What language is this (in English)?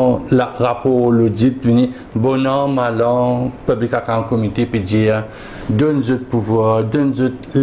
Morisyen